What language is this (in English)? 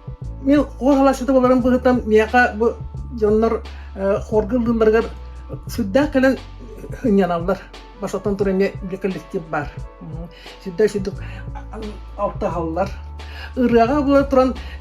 Yakut